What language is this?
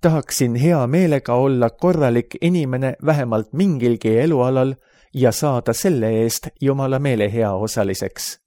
Estonian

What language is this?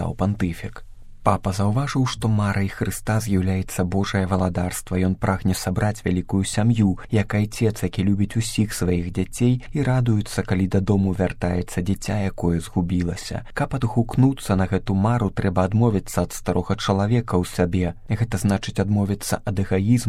Belarusian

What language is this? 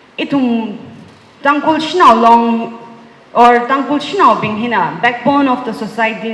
Tangkhul Naga (India)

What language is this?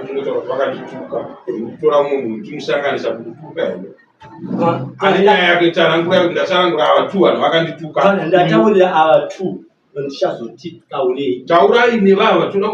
Shona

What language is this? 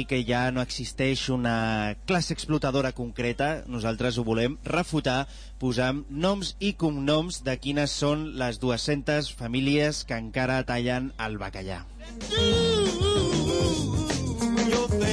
Catalan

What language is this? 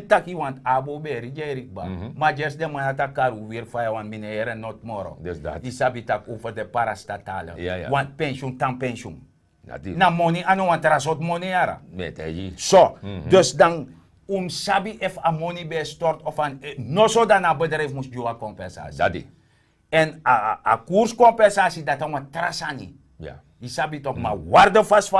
Sranan Tongo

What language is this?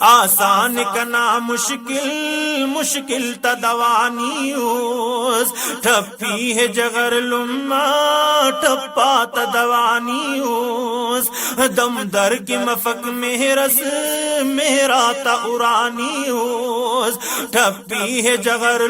Brahui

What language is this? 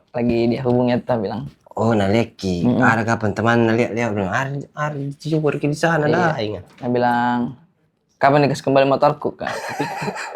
Makassar Malay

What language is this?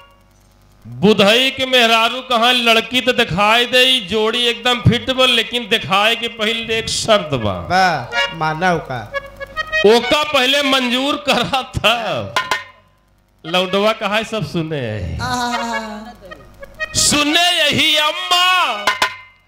Bhojpuri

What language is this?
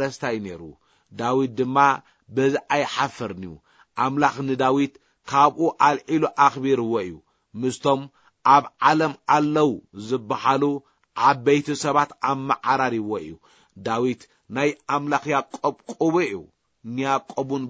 Tigrinya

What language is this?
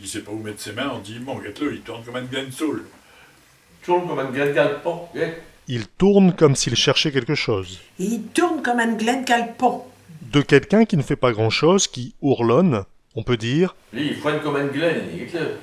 Picard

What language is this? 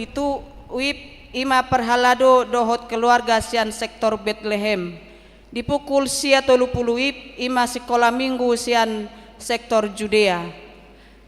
Batak Toba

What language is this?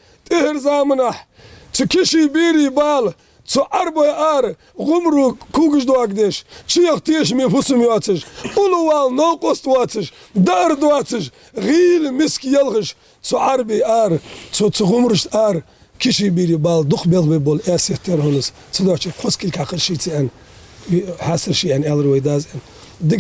Ingush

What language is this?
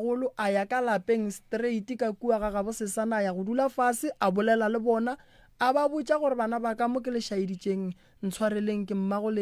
Northern Sotho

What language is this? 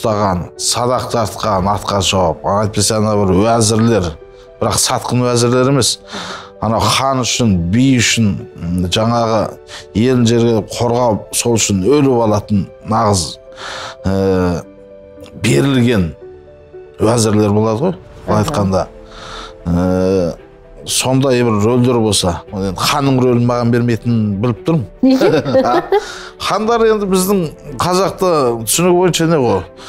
Kazakh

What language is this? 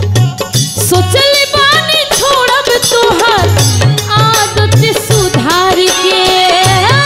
Bhojpuri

